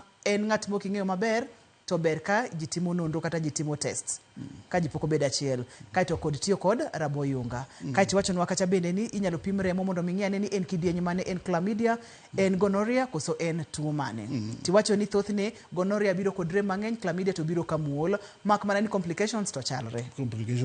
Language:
Luo (Kenya and Tanzania)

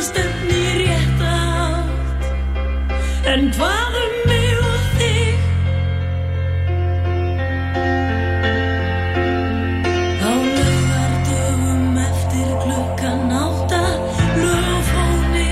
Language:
Icelandic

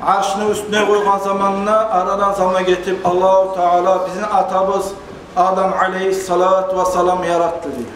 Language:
Kumyk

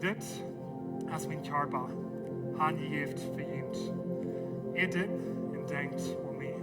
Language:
Plautdietsch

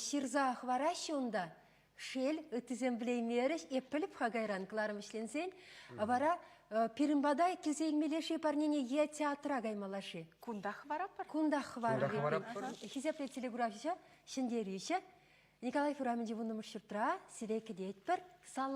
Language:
Chuvash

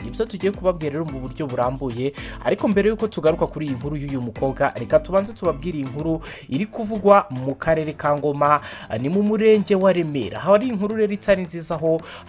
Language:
Kinyarwanda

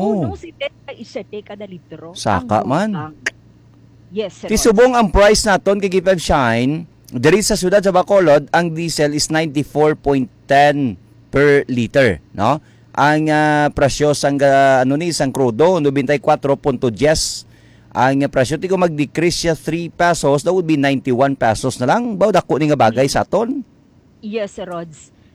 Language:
Hiligaynon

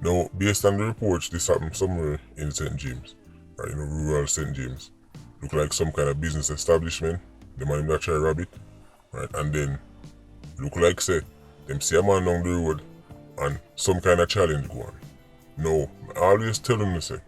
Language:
Jamaican Creole English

